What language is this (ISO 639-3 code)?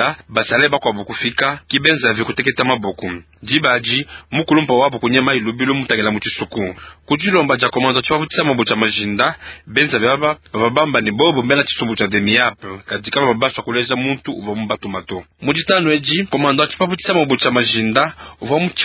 lua